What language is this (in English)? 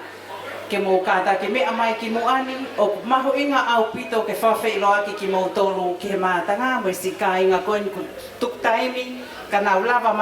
Tongan